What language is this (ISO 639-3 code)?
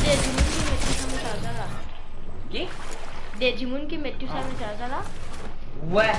mfe